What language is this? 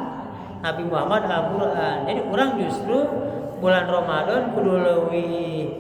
Sundanese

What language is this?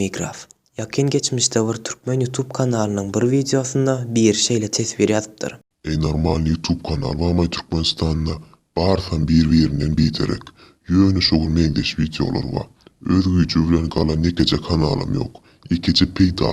Turkmen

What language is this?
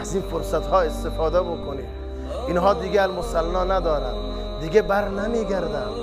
Tajik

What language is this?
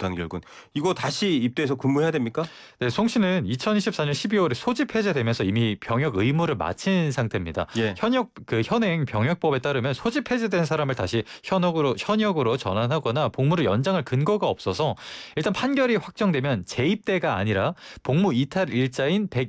Korean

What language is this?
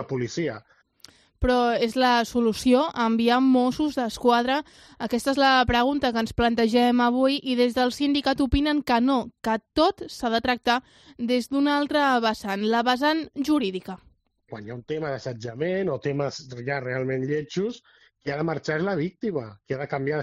Catalan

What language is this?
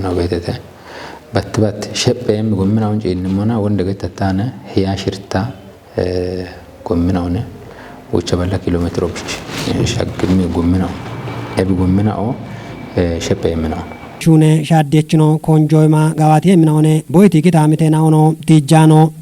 Kafa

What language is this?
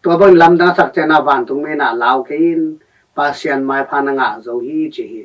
Tedim Chin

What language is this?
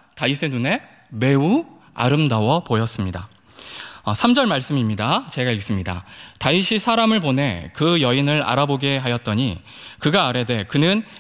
Korean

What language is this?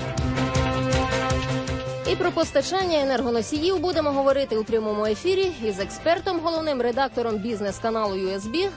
Ukrainian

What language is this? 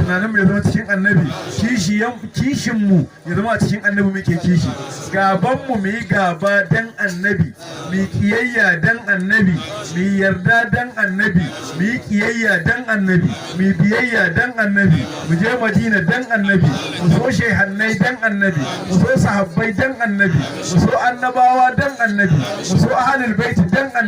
Hausa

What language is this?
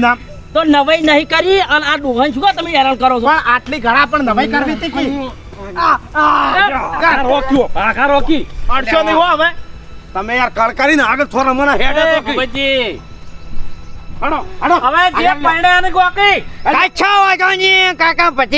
Gujarati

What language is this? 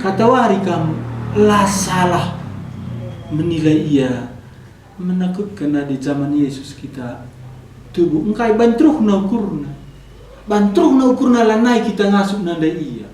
Batak Karo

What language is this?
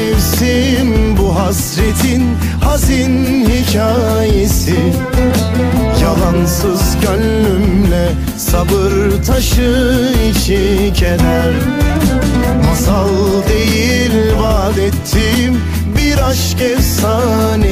Turkish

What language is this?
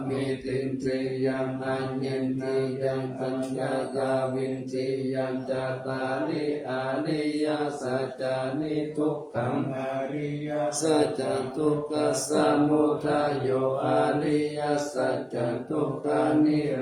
Pali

